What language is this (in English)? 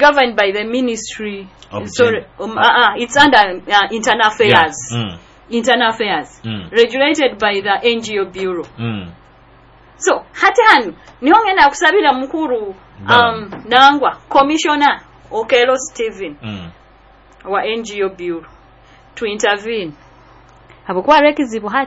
Nyoro